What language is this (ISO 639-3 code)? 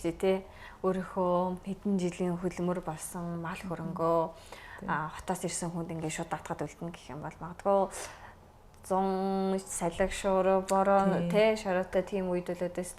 mon